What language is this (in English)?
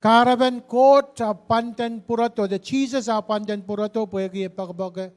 Pohnpeian